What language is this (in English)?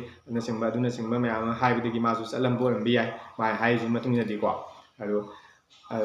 Manipuri